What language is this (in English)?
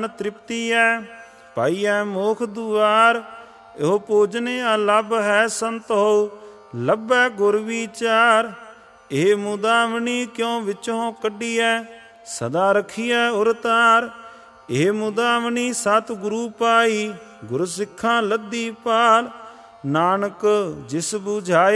Punjabi